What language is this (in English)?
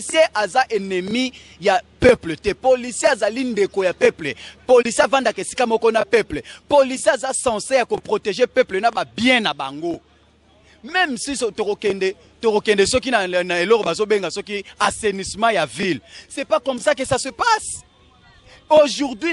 Lingala